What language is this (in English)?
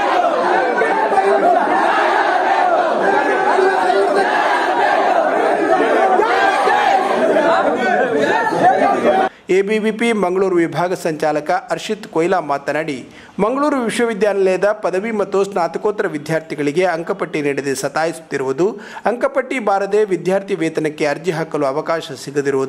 Kannada